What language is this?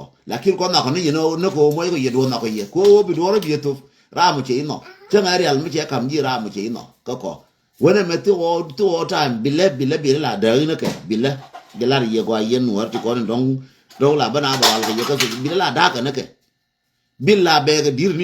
Nuer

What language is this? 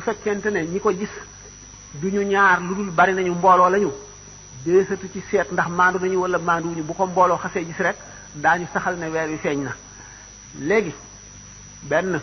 Wolof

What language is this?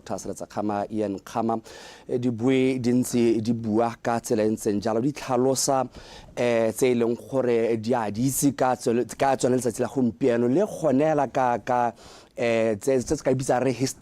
Tswana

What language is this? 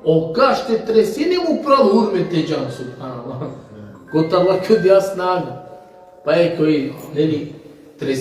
Balkan Romani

